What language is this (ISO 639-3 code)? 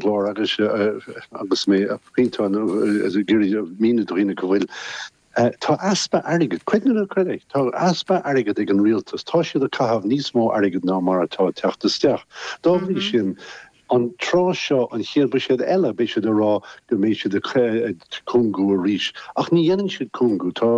gle